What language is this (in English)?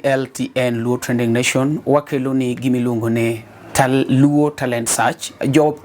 Luo (Kenya and Tanzania)